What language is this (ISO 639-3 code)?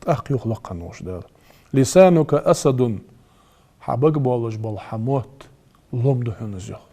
inh